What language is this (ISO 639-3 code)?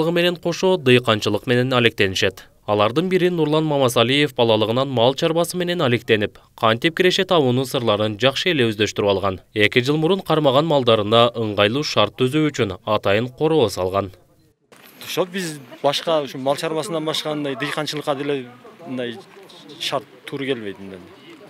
kir